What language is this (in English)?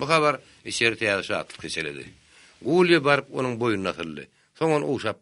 Turkmen